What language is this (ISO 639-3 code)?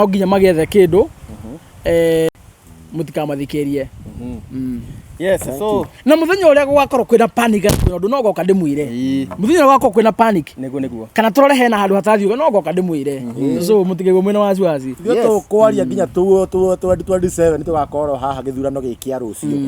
kik